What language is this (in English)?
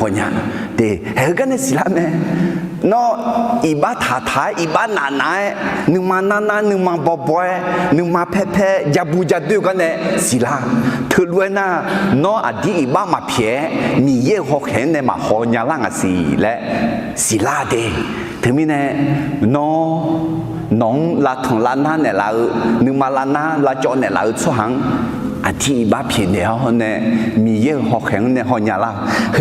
Akha